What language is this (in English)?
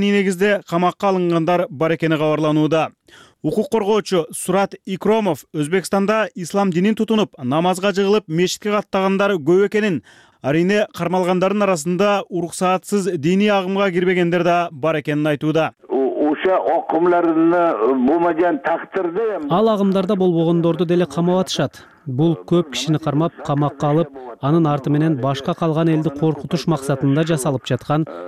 Kyrgyz